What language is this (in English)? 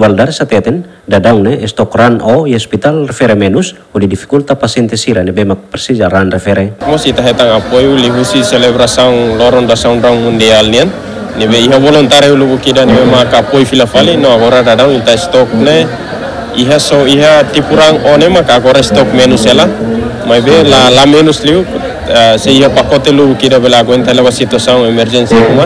Tetum